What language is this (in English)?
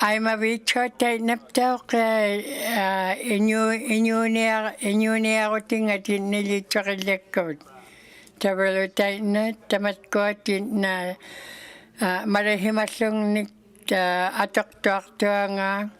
Inuktitut